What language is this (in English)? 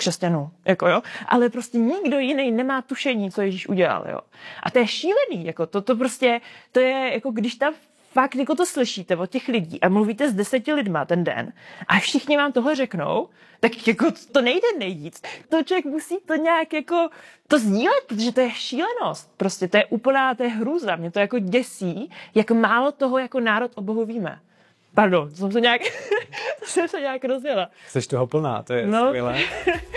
Czech